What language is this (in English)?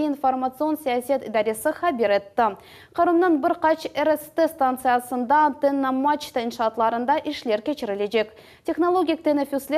Crimean Tatar